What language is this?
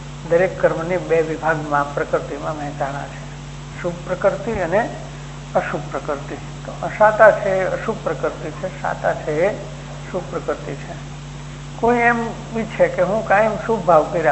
Gujarati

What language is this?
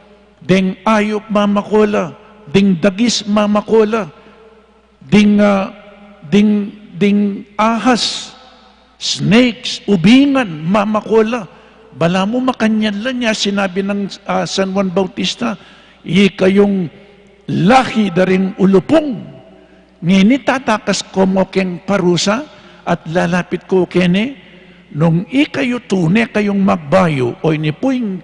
Pampanga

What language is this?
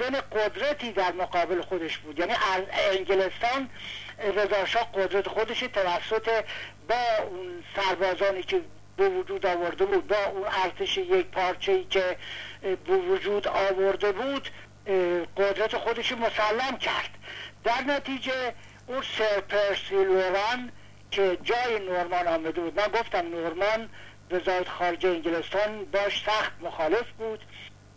Persian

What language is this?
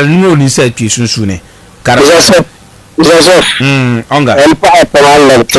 Dagbani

